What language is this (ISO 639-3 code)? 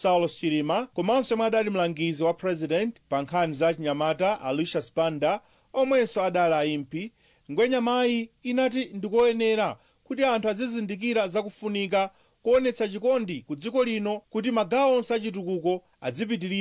nya